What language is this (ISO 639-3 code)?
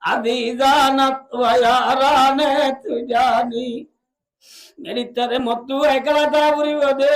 rhg